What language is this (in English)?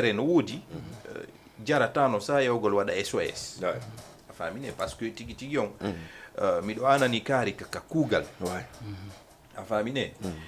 Fula